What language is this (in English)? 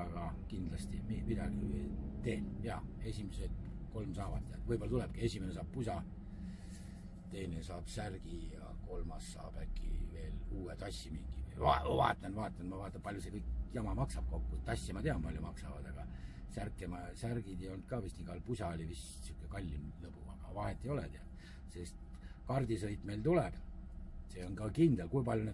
Estonian